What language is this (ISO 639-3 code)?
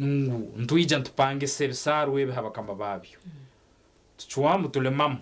nyn